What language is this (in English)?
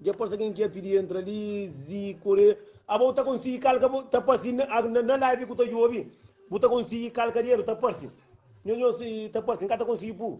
Kabuverdianu